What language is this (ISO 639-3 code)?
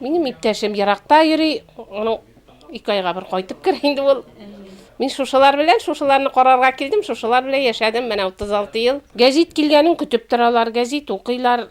tat